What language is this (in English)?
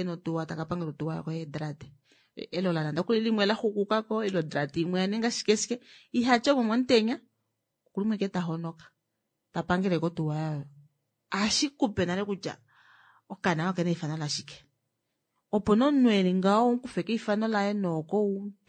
Kuanyama